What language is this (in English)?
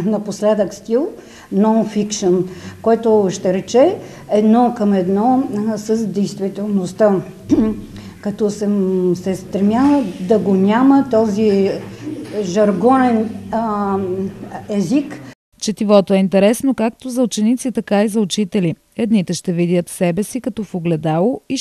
Bulgarian